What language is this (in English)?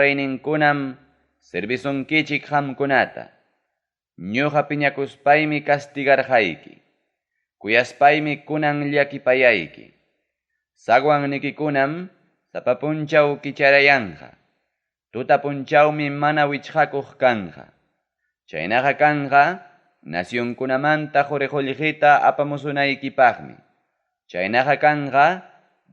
Ayacucho Quechua